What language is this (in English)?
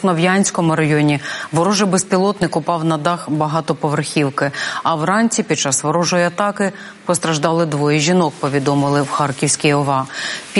Ukrainian